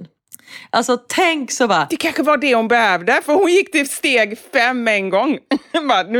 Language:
Swedish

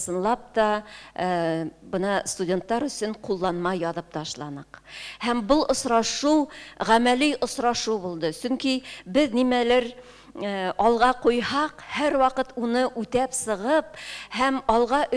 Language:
Bashkir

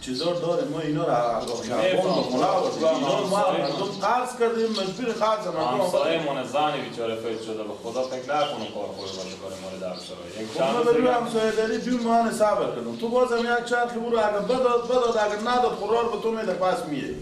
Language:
Persian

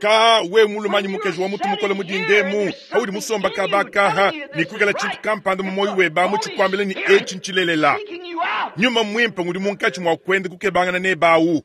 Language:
Luba-Lulua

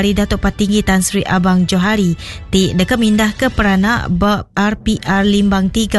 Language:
Iban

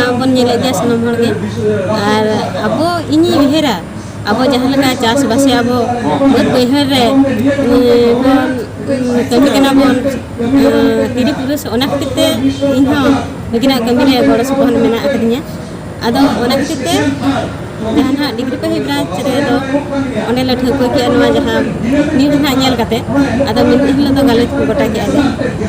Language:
Santali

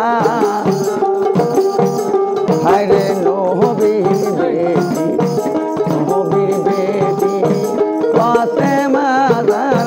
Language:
Bangla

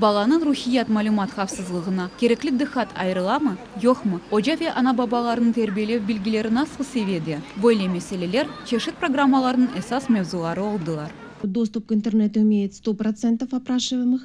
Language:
Crimean Tatar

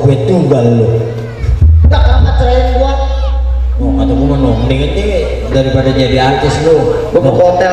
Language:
Betawi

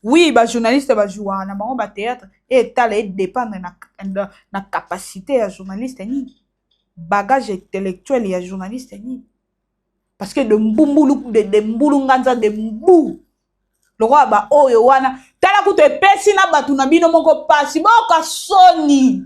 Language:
Lingala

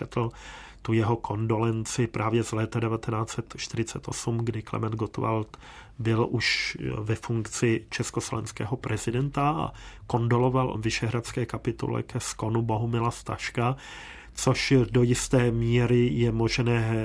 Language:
Czech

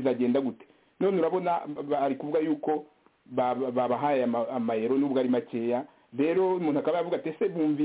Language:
Kinyarwanda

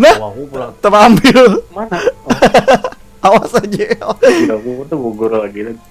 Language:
Banjar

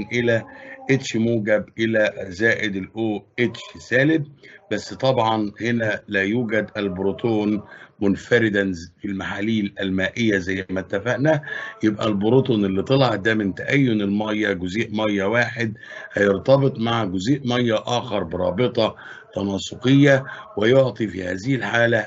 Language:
Egyptian Arabic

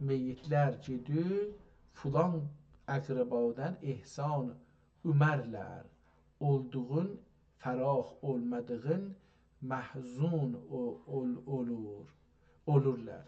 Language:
South Azerbaijani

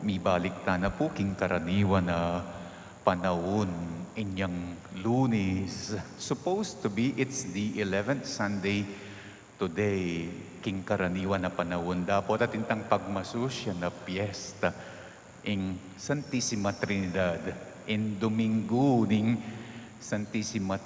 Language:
Pampanga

